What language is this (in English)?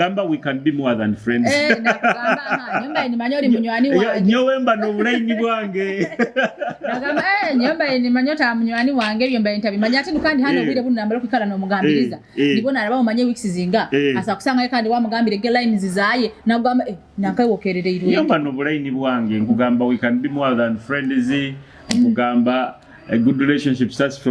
Nyoro